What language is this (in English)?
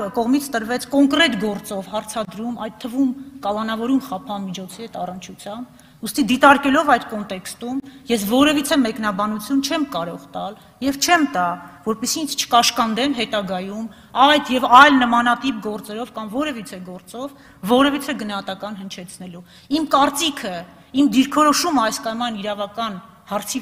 Armenian